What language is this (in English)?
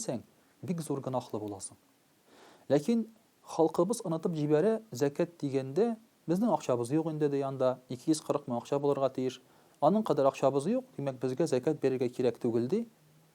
Tatar